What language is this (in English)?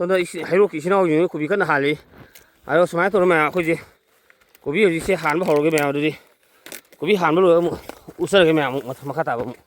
Manipuri